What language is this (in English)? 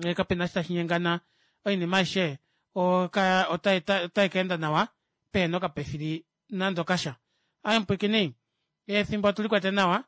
Kuanyama